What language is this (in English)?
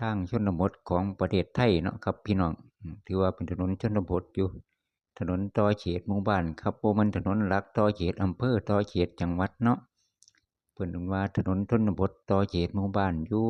Northeastern Thai